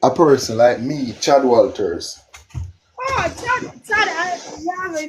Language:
Jamaican Creole English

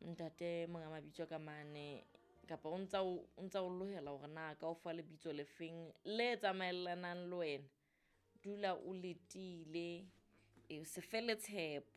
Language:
Southern Sotho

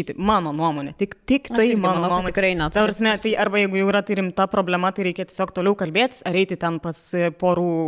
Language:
Lithuanian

